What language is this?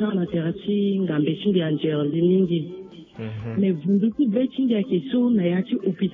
Sango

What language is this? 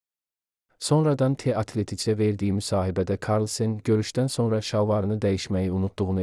Azerbaijani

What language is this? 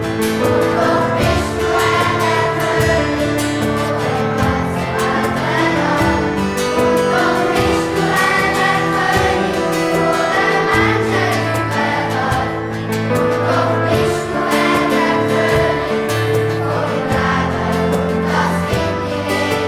Swiss German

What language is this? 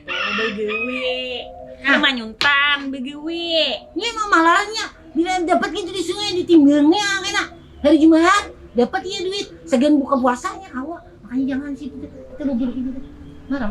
Banjar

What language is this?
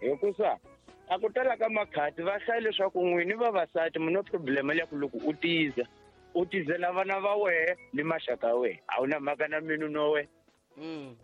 Tsonga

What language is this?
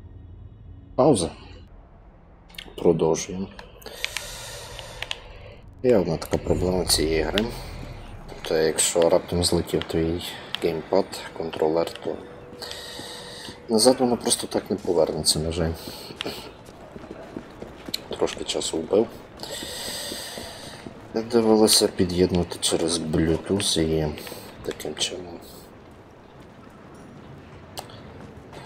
Ukrainian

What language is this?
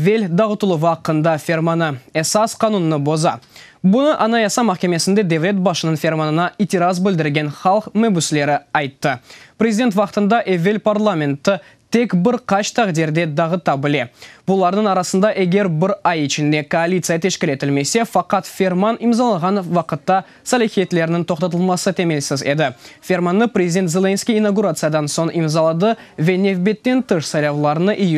Crimean Tatar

